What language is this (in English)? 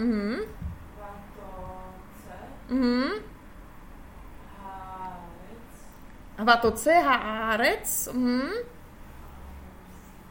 Czech